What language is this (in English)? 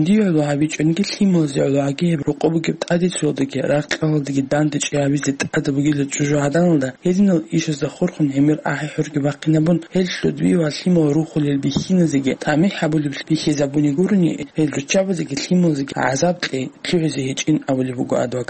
Avaric